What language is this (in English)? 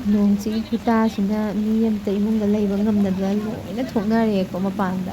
Manipuri